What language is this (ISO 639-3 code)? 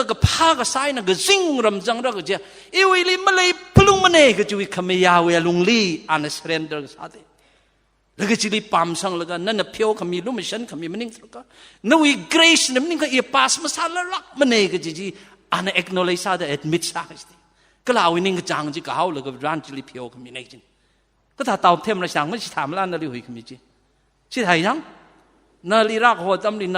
nmf